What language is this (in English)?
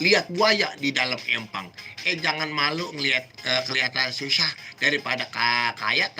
Betawi